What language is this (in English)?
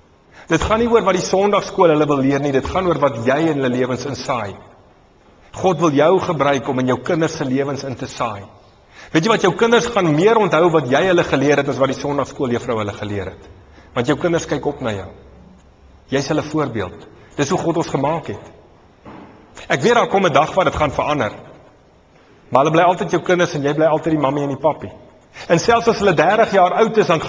Afrikaans